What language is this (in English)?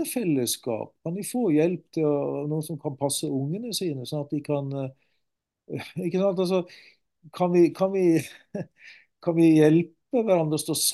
Norwegian